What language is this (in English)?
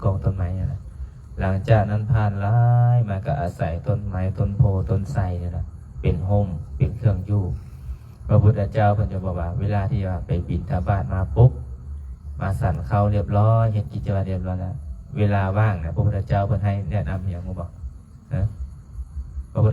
Lao